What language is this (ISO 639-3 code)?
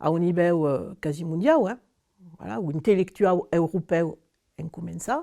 oci